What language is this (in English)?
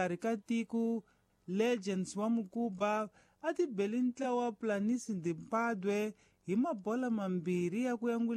Tsonga